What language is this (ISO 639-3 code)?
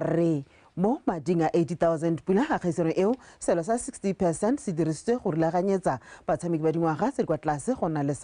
tsn